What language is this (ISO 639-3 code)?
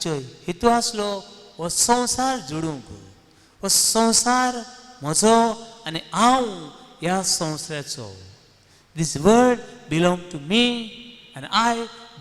kok